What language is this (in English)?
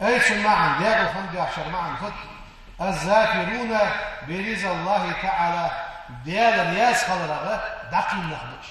Ingush